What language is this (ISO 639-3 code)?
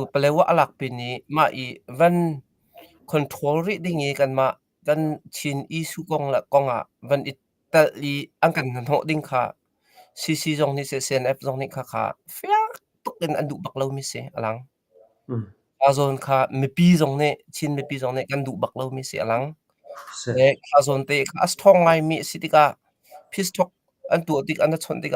cnh